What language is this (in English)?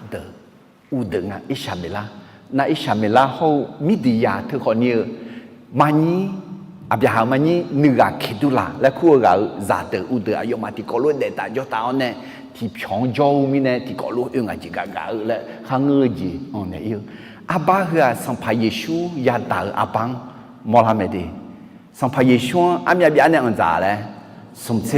Akha